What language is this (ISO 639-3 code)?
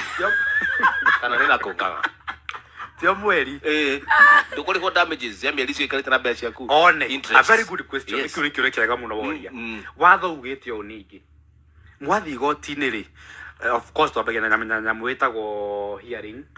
kik